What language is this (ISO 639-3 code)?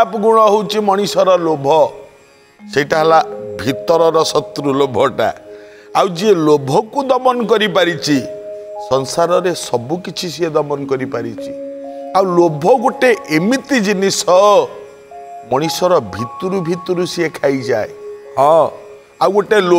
ori